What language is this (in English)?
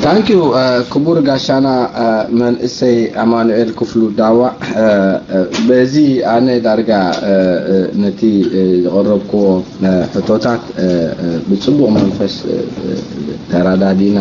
Tigrinya